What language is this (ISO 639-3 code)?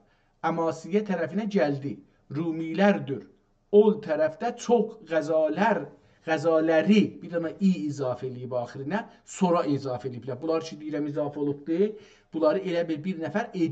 azb